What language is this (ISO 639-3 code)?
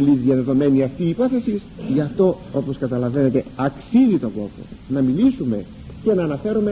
ell